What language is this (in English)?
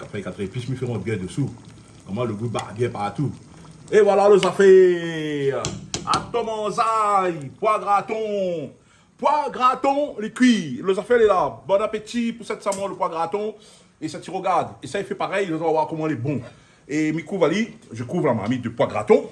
Réunion Creole French